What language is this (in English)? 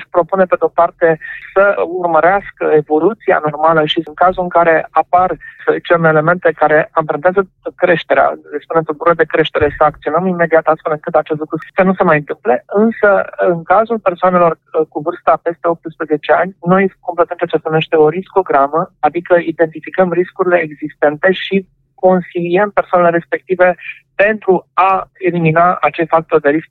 Romanian